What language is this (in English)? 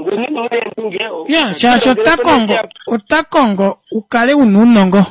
Kuanyama